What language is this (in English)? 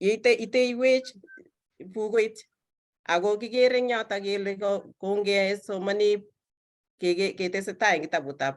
Kalenjin